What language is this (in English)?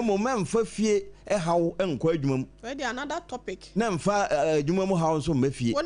Akan